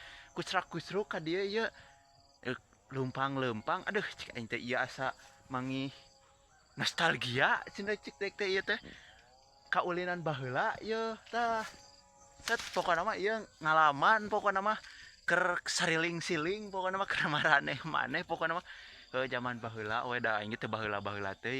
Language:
Sundanese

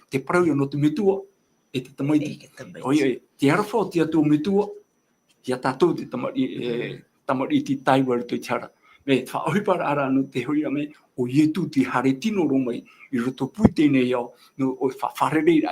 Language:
Tahitian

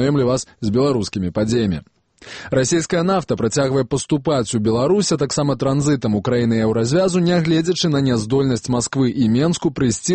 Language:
Belarusian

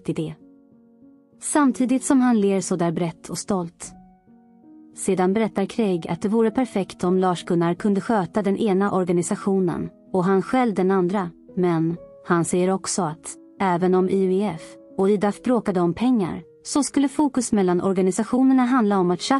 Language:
Swedish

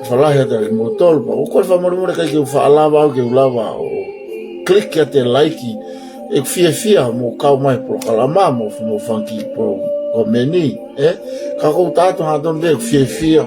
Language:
Tongan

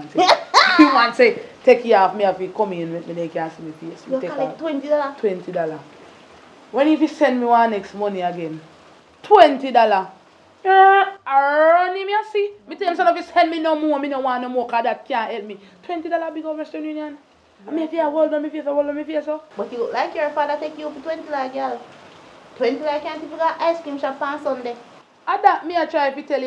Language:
Jamaican Creole English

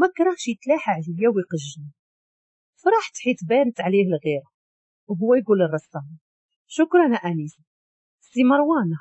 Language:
Moroccan Arabic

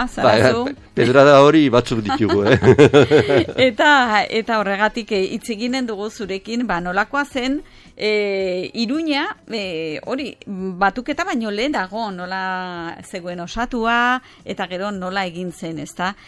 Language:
Basque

